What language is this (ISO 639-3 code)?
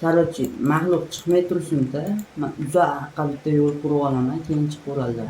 uzb